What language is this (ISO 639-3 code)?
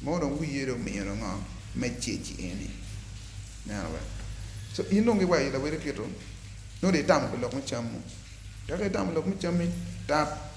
ach